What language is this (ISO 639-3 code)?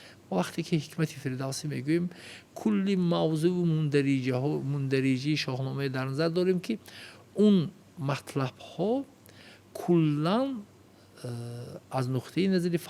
tgk